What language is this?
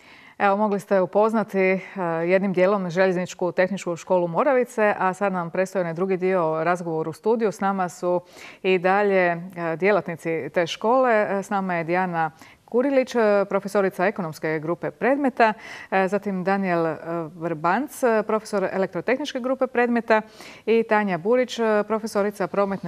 Croatian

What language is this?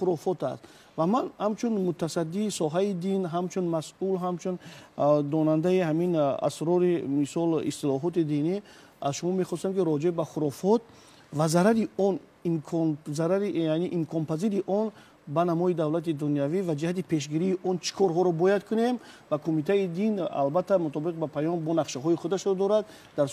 Tajik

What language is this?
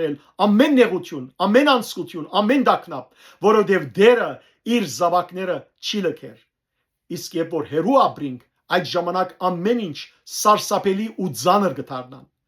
Western Armenian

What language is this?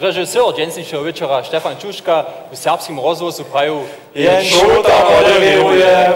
Upper Sorbian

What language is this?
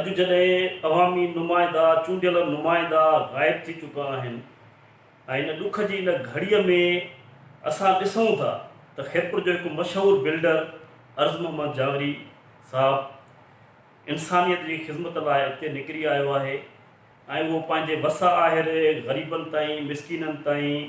Sindhi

